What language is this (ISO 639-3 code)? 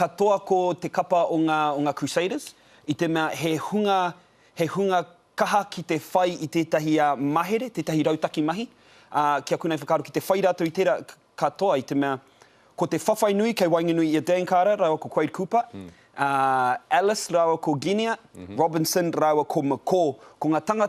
mri